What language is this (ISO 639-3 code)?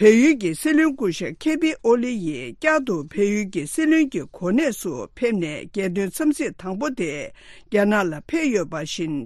bod